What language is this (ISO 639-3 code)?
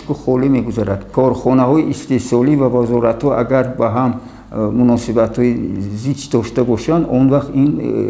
tgk